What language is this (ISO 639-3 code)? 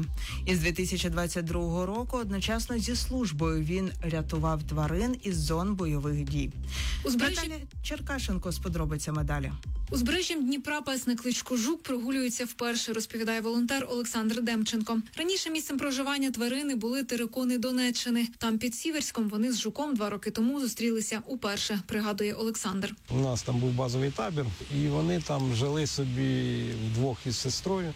ukr